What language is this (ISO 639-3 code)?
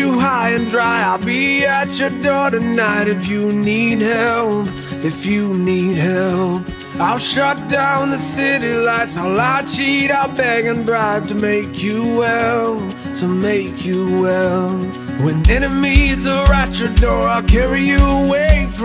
eng